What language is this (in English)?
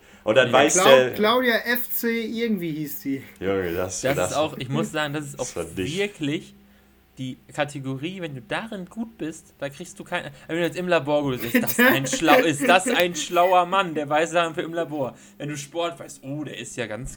German